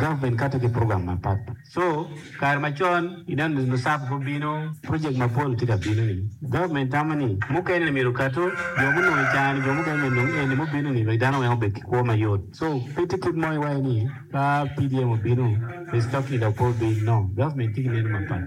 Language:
Acoli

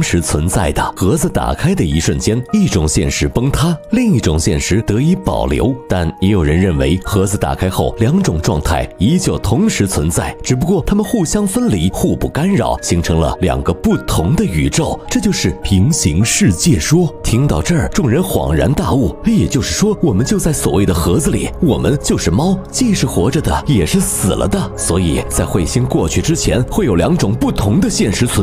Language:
Chinese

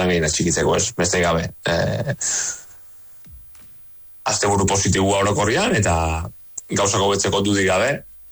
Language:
Basque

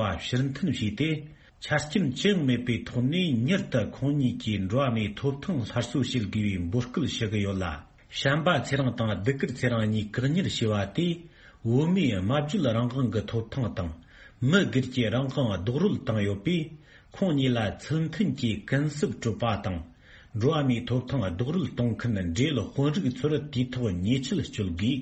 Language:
Tibetan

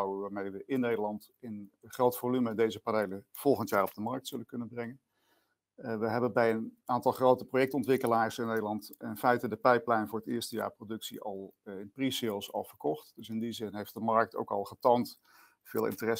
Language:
Dutch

